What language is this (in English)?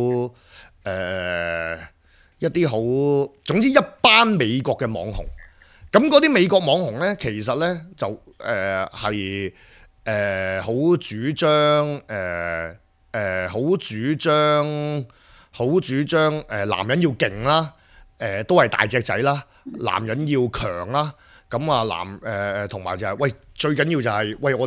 Cantonese